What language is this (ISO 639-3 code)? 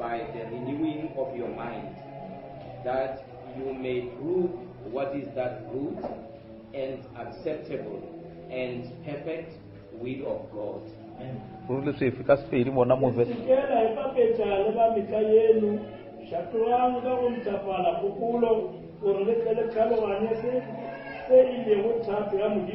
nso